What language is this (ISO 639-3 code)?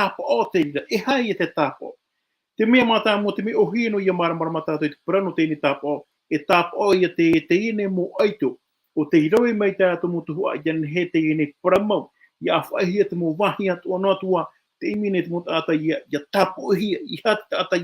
tah